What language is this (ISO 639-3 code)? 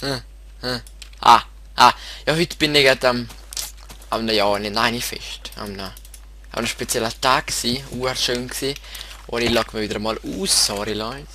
gsw